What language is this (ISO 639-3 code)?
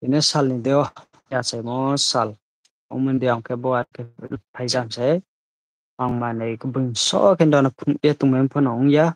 ria